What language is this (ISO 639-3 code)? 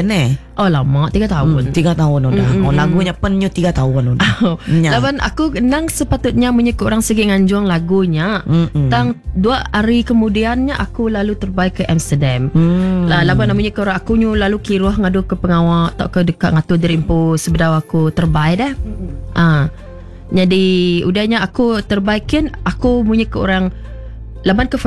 iba